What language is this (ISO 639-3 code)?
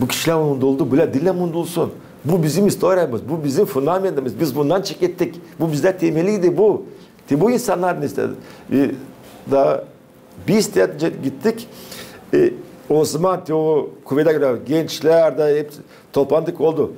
gag